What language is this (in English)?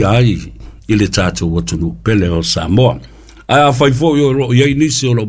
Samoan